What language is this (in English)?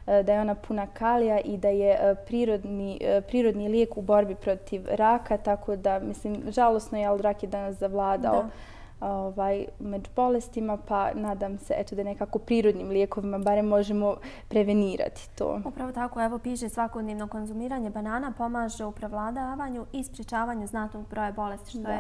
Bosnian